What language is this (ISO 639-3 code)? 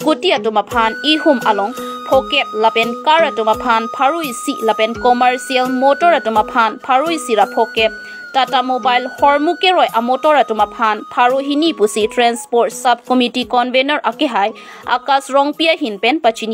mjw